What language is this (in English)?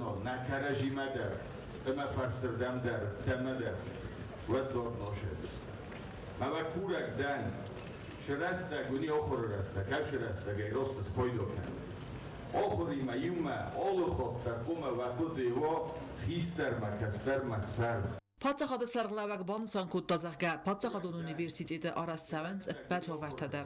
Ossetic